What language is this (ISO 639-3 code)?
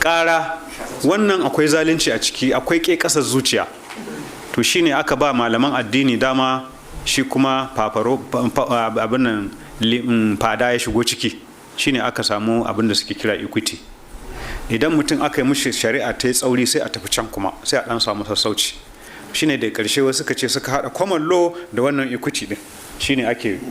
hau